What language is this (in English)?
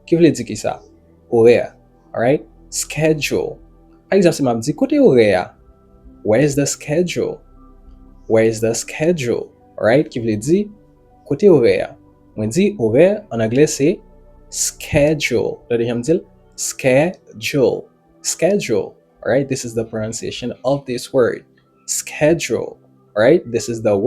Haitian Creole